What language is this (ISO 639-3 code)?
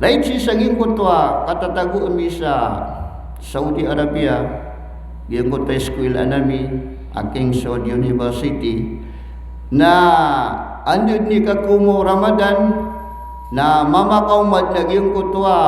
mrw